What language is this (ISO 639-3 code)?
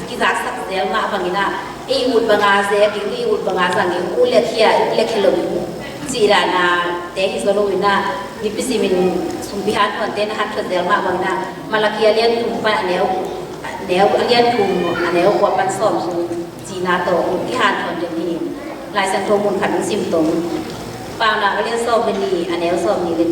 ctd